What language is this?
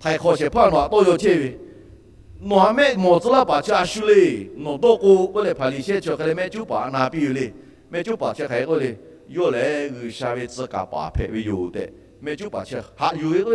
Lahu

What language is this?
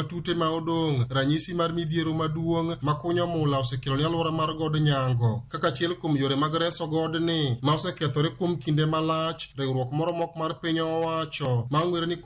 Luo (Kenya and Tanzania)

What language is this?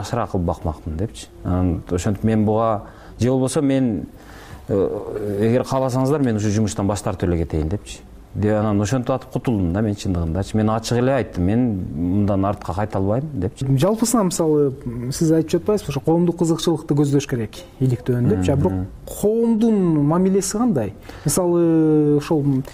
Kyrgyz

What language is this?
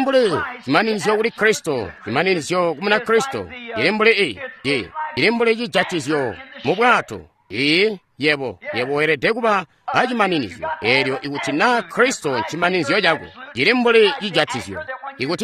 Tonga (Zambia)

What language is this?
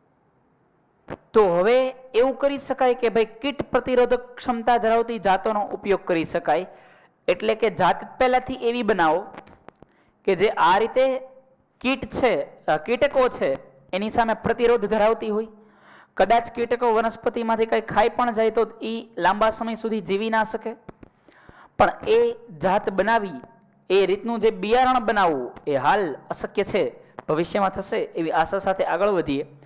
Gujarati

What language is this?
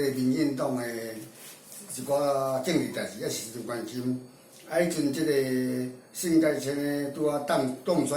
Min Nan Chinese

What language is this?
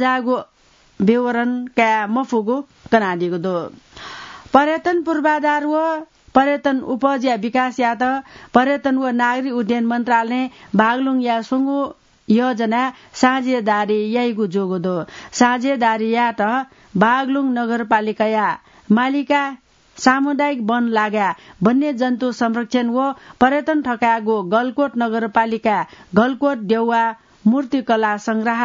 Newari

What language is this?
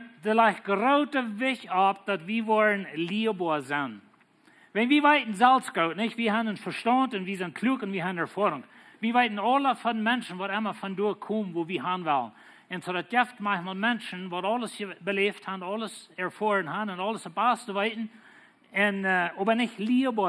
Plautdietsch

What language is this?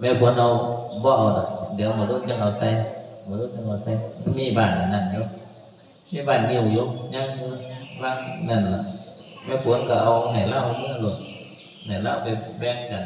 Northeastern Thai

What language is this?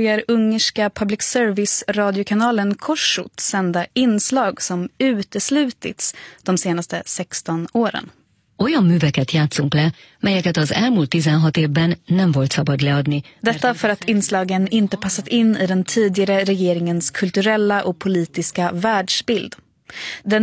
Swedish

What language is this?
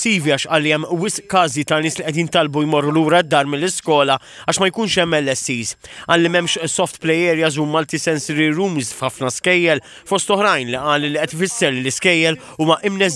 Maltese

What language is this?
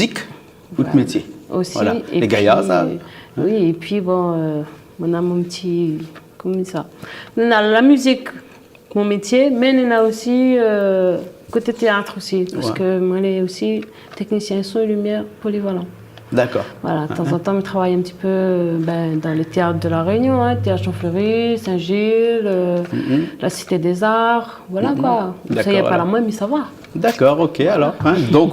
Réunion Creole French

